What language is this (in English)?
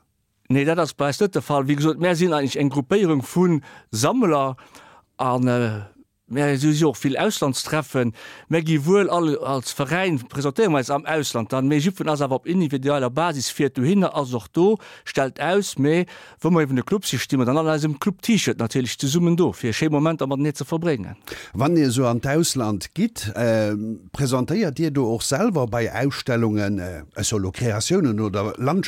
Luxembourgish